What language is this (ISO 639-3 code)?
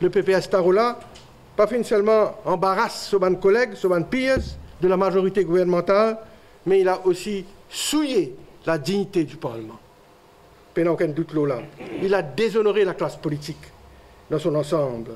mfe